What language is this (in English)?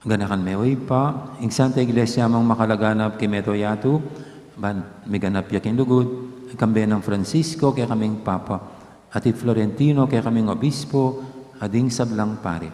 Pampanga